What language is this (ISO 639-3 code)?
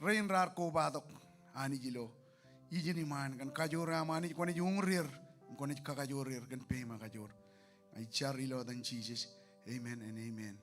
mah